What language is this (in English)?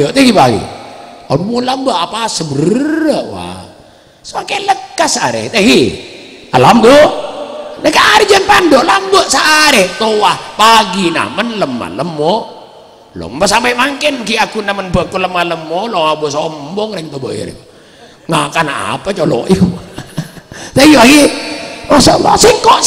Madurese